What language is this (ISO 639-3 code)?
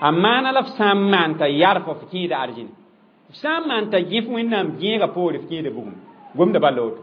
mos